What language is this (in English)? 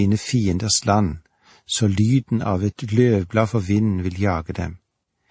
Norwegian